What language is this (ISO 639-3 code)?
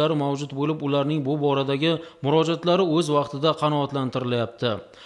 uzb